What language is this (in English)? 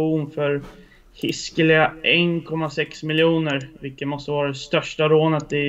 Swedish